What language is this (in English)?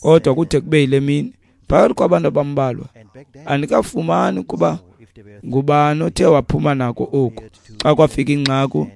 Xhosa